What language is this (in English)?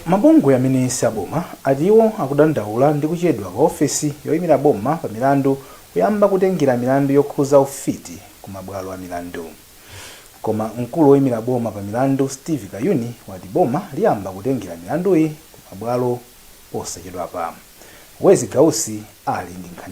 Nyanja